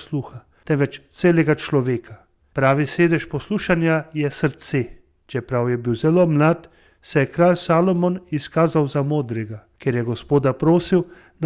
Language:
Slovenian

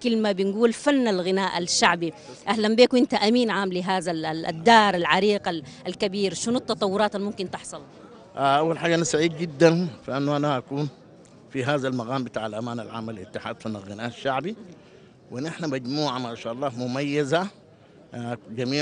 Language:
Sudanese Arabic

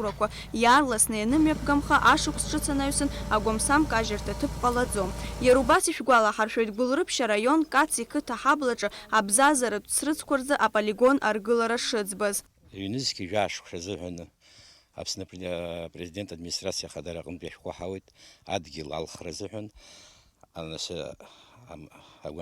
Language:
Abkhazian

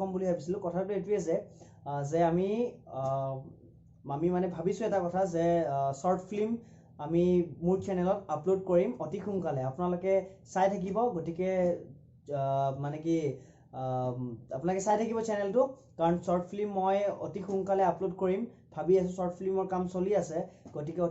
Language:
Assamese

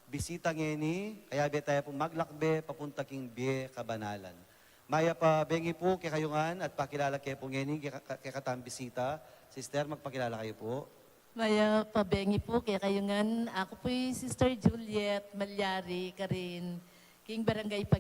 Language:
Pampanga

